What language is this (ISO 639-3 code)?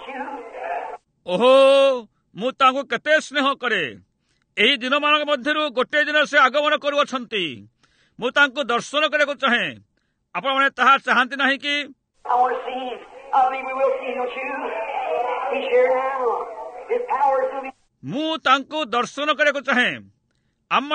ori